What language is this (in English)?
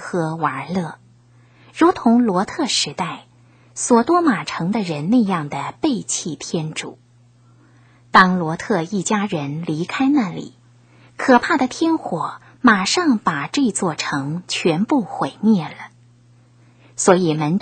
Chinese